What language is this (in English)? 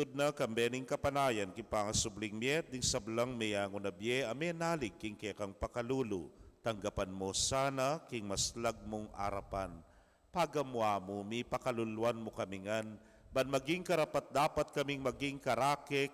Pampanga